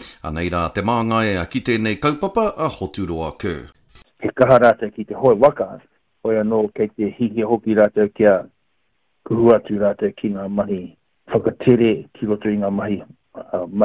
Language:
Māori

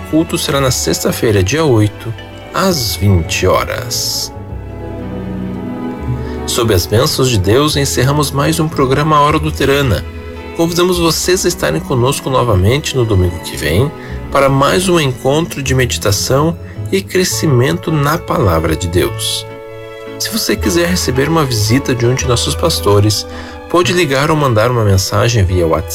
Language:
Portuguese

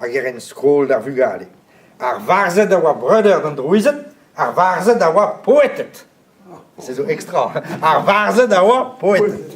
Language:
Breton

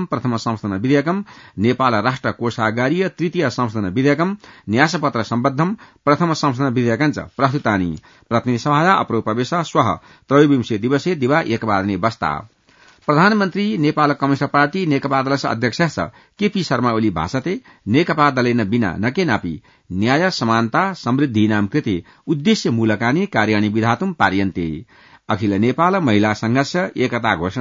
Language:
Sanskrit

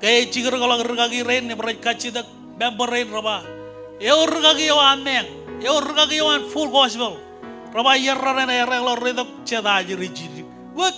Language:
Marshallese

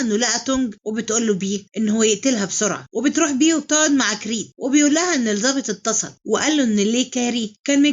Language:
Egyptian Arabic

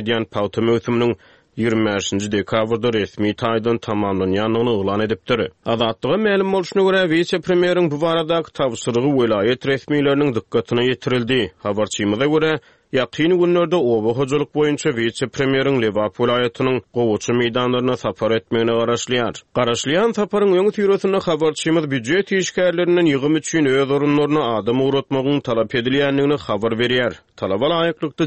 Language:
Turkmen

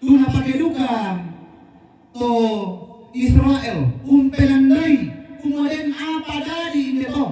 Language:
Toraja-Sa'dan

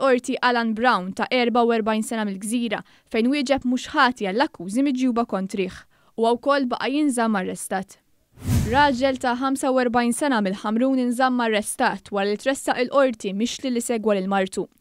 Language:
Maltese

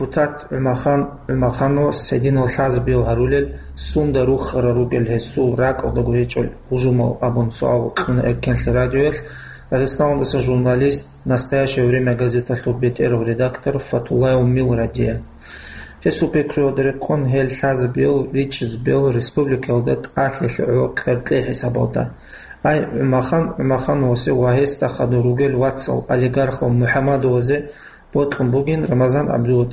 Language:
Avaric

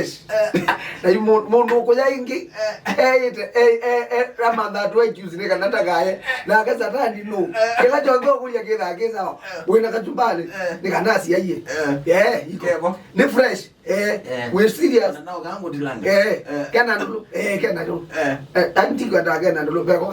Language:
Kamba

